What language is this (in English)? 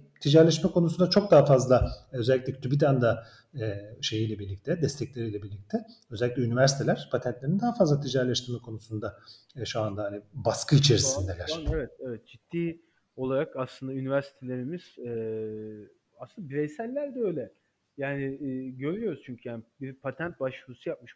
Turkish